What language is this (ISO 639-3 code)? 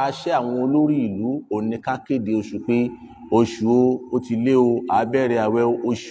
yor